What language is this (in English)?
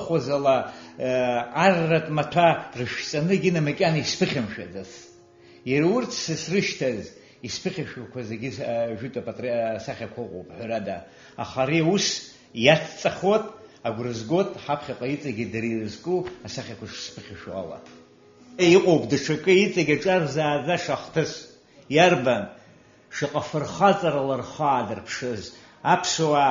Abkhazian